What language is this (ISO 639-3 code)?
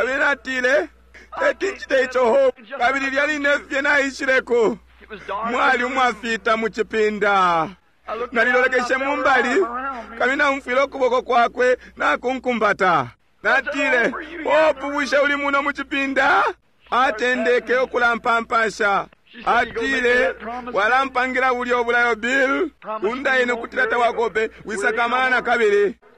bem